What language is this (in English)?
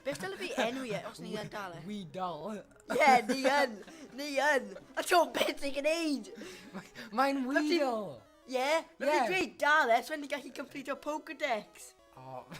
Welsh